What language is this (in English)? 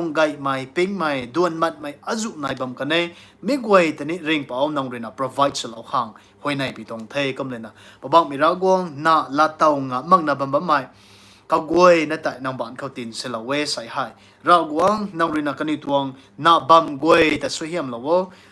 Rongmei Naga